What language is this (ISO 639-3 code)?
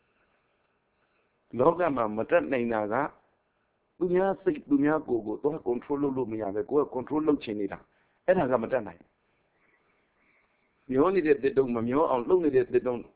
mya